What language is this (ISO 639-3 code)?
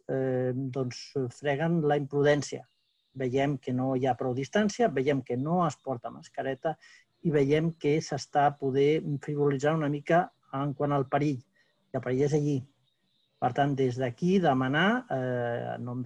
cat